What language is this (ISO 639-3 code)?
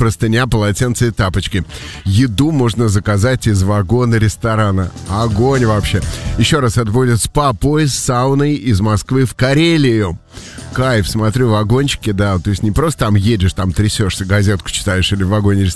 rus